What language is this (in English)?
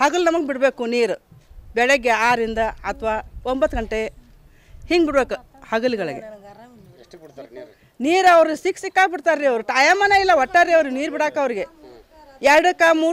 Kannada